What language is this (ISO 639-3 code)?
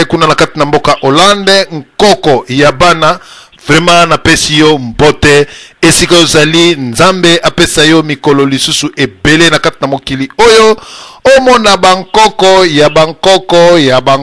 lin